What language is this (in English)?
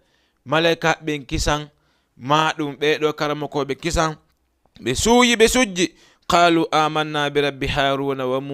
Fula